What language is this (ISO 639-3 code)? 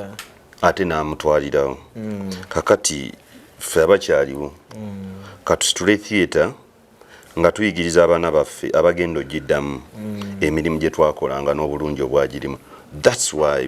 lug